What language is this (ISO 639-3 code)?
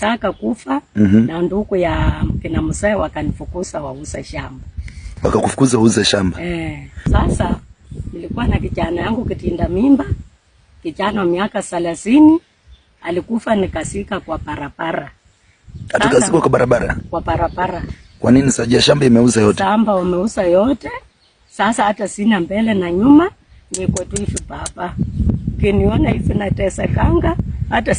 swa